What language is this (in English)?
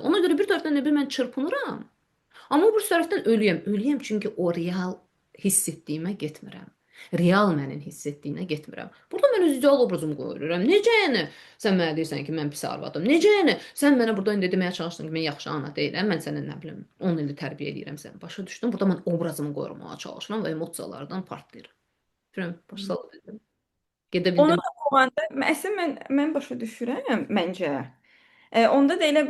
Azerbaijani